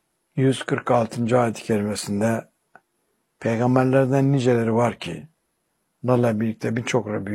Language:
Turkish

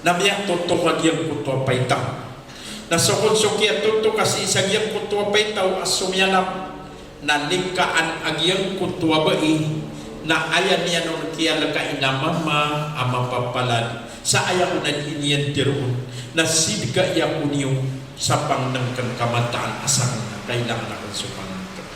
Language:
Maranao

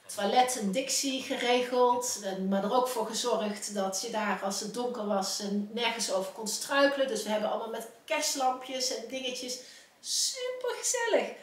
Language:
Dutch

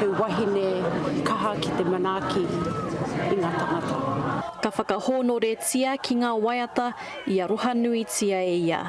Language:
Māori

